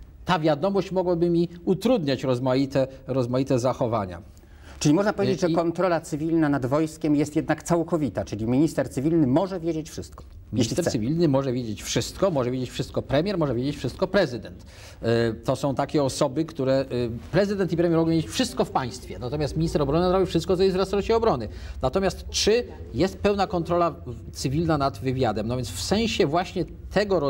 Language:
Polish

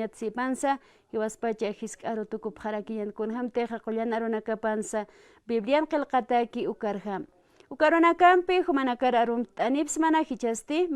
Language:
Aymara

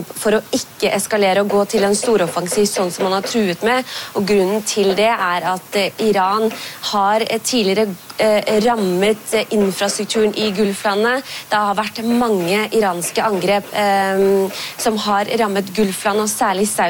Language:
Norwegian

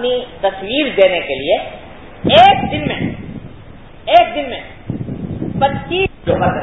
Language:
Urdu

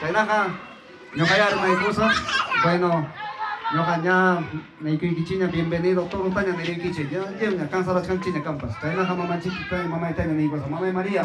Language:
Ayacucho Quechua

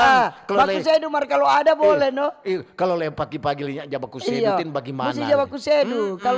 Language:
Manado Malay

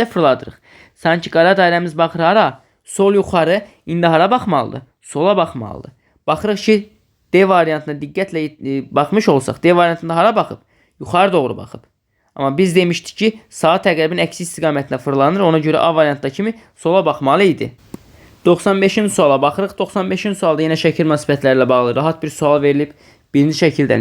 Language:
Azerbaijani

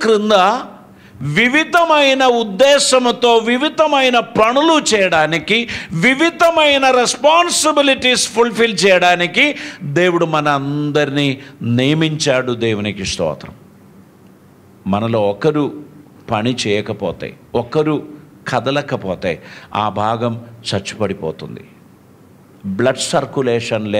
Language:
Telugu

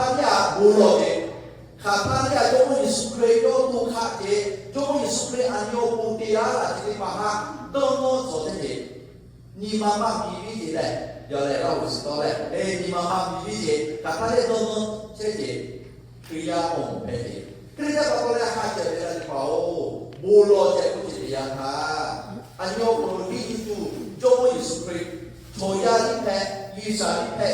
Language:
Lahu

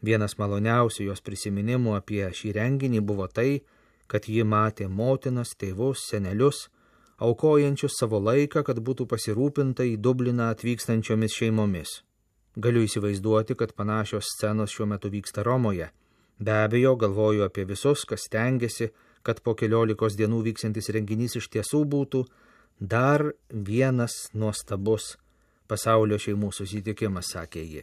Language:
Lithuanian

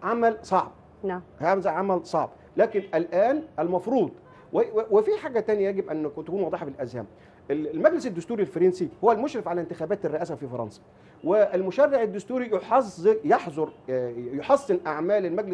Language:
Egyptian Arabic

